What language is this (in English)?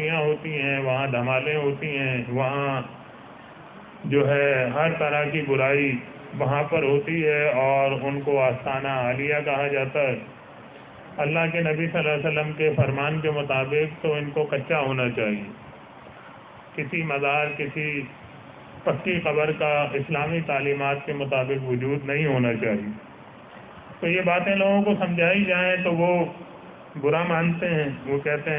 Urdu